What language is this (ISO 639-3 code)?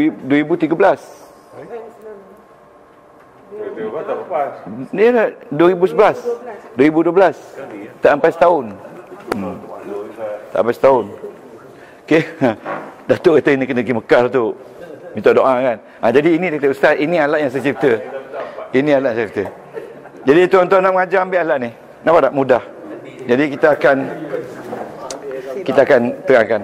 msa